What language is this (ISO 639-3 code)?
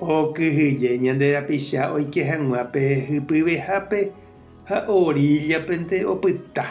grn